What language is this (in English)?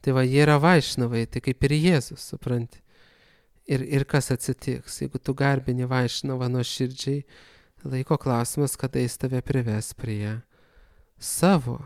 Lithuanian